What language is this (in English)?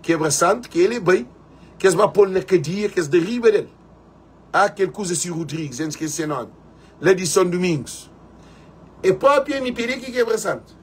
Kabuverdianu